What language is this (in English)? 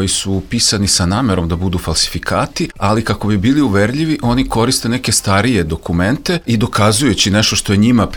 Serbian